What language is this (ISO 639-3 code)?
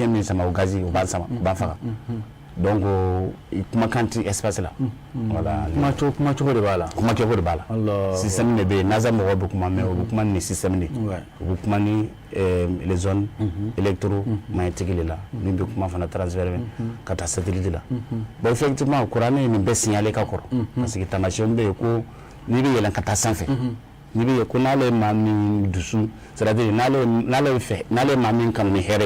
bam